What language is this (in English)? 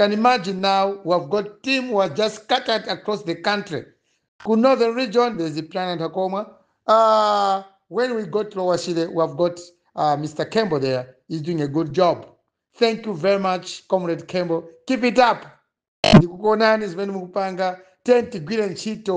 Nyanja